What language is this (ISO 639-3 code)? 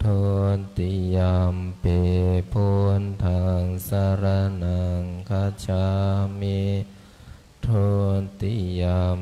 pli